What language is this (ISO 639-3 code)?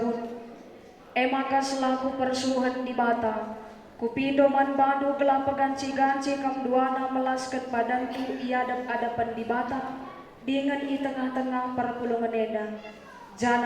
btx